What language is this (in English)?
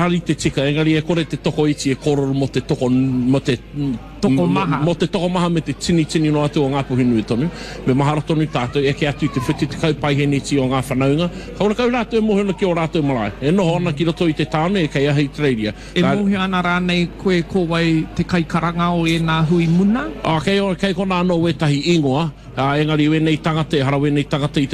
Māori